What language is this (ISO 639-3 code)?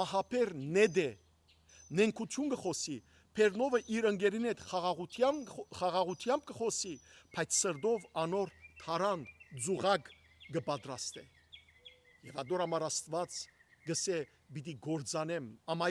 hyw